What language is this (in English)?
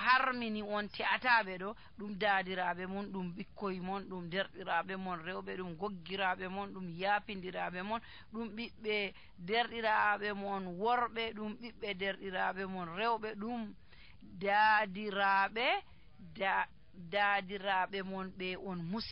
Nigerian Fulfulde